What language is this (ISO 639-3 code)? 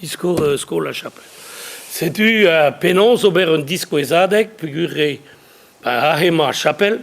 bre